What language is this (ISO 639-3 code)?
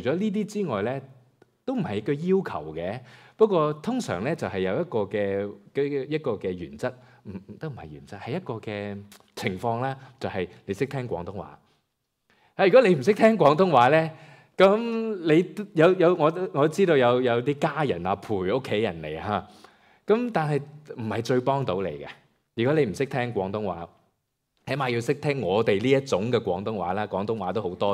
yue